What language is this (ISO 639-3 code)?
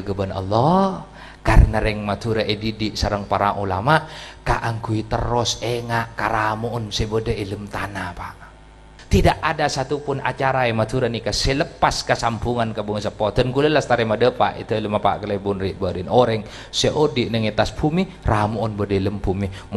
mad